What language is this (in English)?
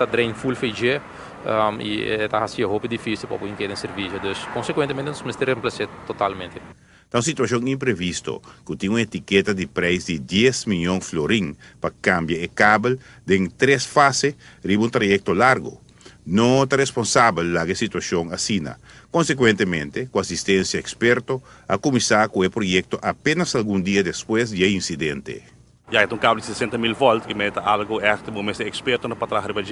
Papiamento